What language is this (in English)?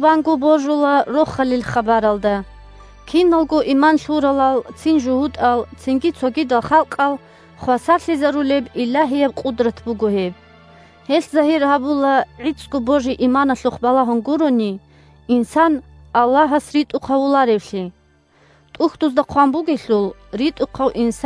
Avaric